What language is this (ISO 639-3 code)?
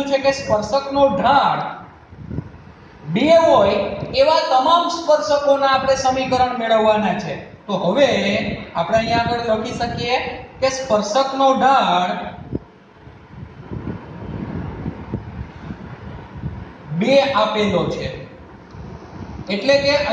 guj